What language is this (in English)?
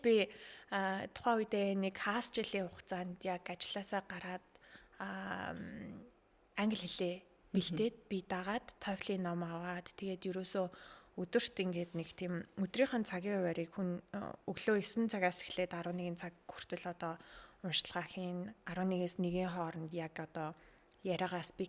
Mongolian